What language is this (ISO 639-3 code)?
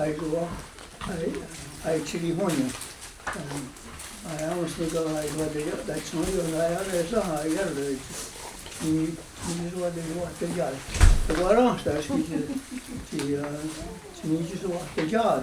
moh